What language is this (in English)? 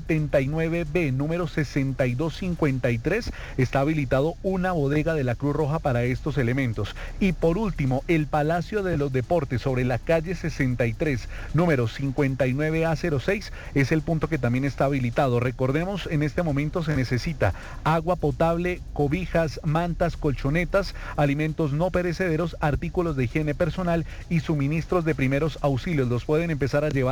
Spanish